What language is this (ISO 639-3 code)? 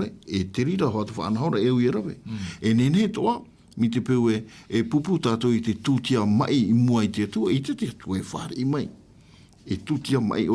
tah